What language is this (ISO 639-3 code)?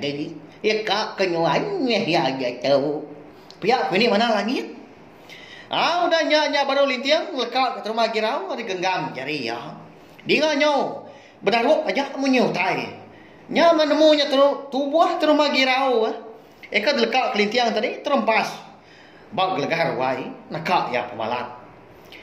iba